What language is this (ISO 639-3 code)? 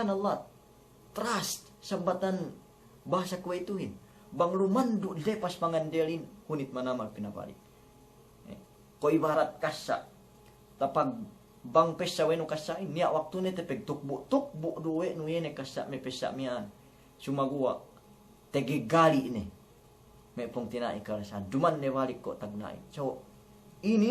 yka